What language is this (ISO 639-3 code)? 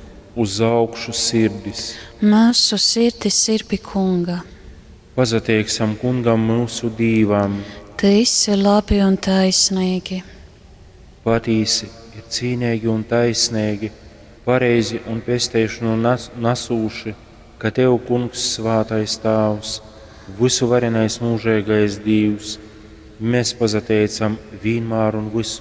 ltg